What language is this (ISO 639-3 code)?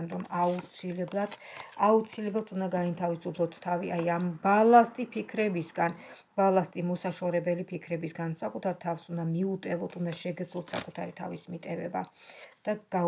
kat